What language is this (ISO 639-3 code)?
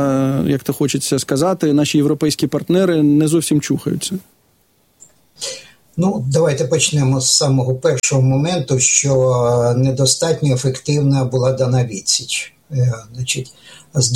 ukr